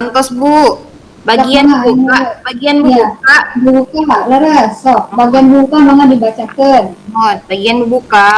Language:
Sundanese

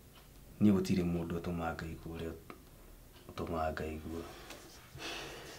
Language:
Kikuyu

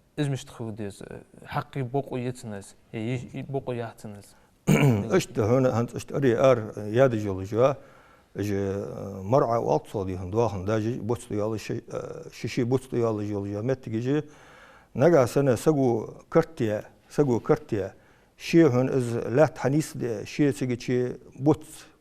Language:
Ingush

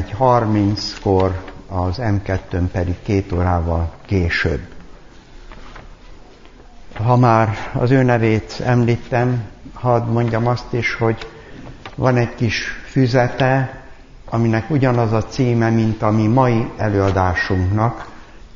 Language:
Hungarian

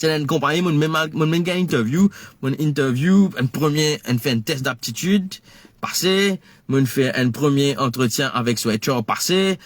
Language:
Morisyen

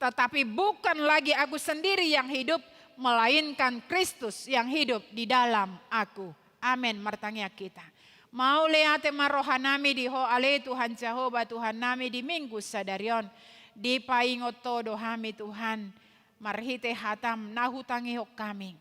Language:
Batak Toba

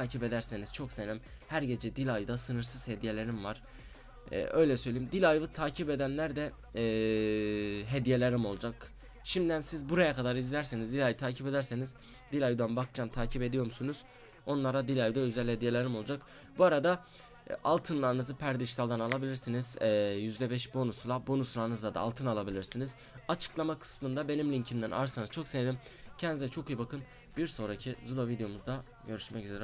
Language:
Turkish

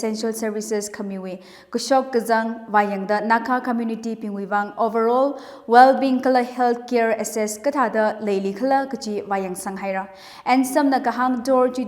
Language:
Tangkhul Naga (India)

